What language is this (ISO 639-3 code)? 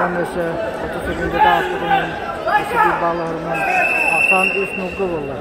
sah